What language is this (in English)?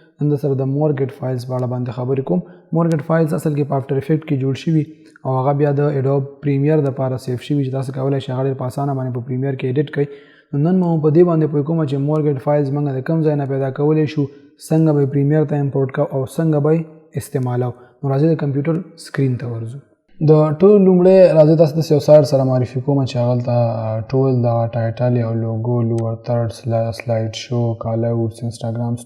Pashto